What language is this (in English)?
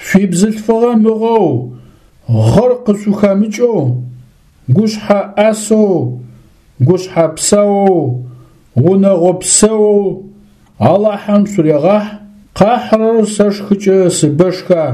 Adyghe